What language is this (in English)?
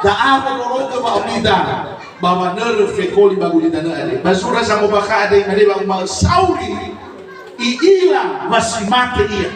Nias